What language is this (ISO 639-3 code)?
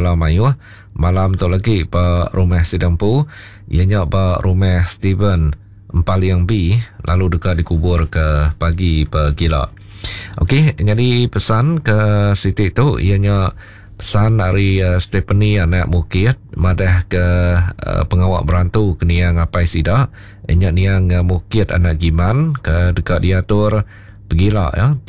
iba